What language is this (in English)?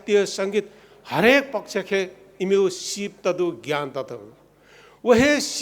Newari